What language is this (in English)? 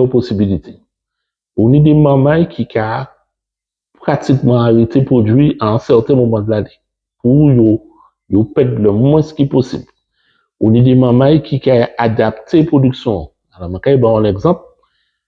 Guadeloupean Creole French